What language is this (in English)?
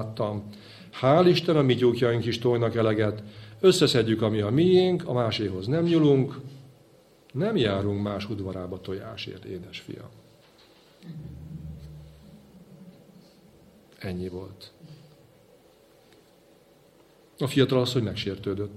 Hungarian